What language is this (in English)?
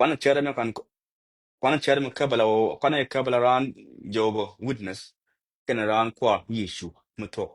Nuer